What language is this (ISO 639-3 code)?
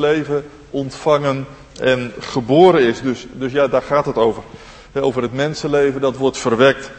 nld